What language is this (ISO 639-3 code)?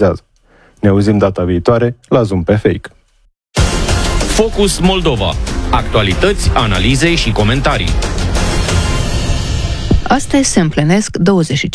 ron